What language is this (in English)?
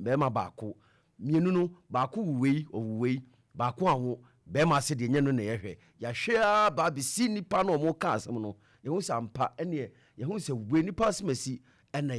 Akan